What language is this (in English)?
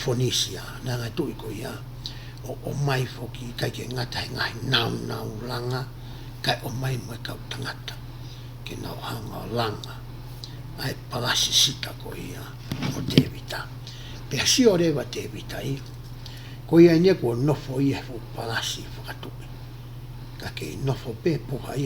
Tongan